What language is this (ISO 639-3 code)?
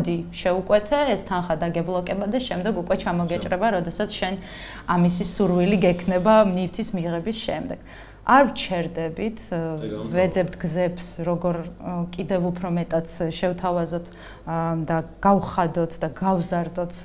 kat